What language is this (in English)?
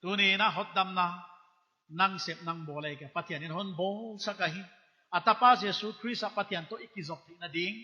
Paite Chin